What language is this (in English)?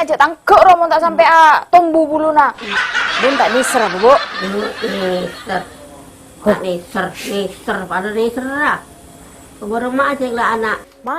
Madurese